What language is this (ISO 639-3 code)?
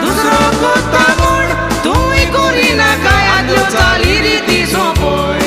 kok